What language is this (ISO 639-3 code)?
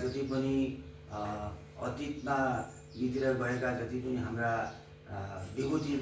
nep